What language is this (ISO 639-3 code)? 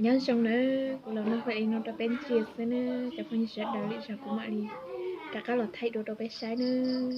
hmn